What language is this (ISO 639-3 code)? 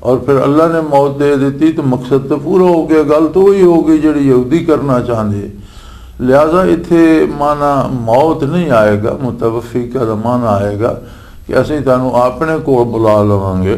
lah